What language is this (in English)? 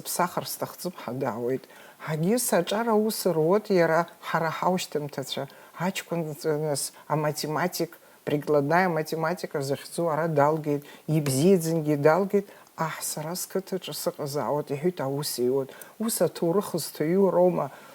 Abkhazian